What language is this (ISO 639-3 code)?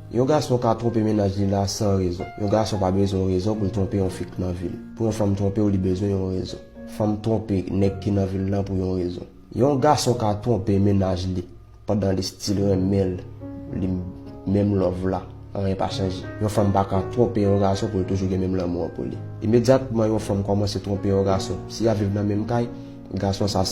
hat